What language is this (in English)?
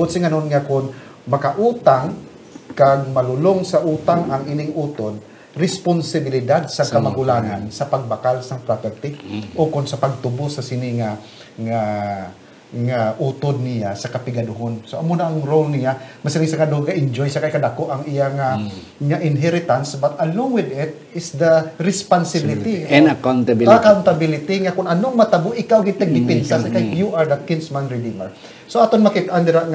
Hiligaynon